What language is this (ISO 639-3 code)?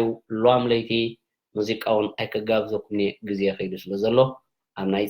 tir